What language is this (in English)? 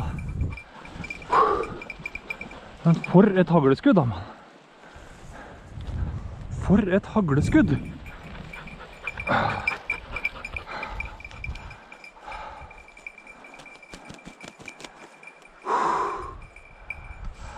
Norwegian